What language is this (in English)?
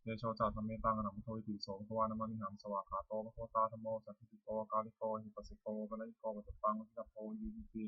Pali